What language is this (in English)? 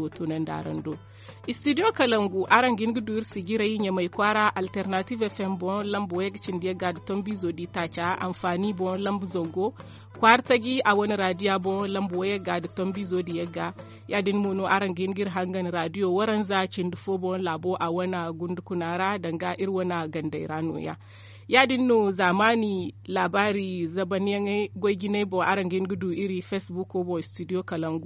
Zarma